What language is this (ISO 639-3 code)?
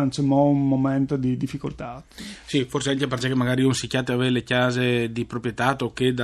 fur